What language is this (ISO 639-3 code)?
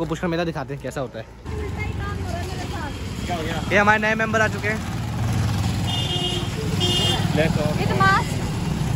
hin